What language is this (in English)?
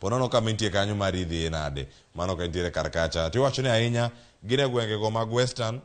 Luo (Kenya and Tanzania)